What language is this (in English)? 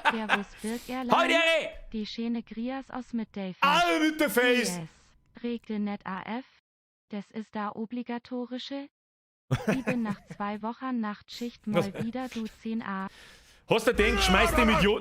Bavarian